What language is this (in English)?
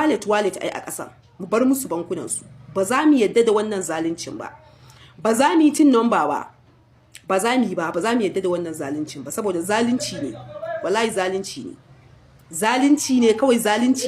Hausa